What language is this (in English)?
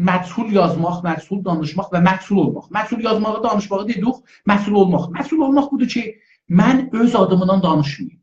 South Azerbaijani